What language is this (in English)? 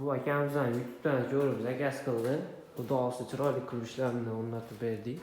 Uzbek